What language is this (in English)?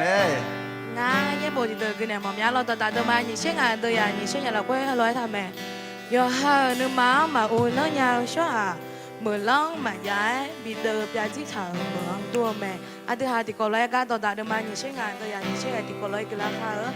Akha